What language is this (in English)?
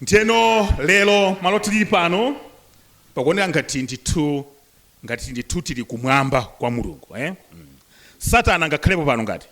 Nyanja